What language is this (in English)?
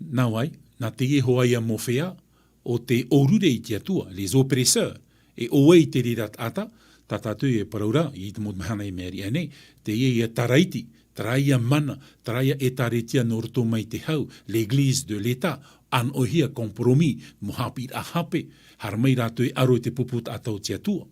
Tahitian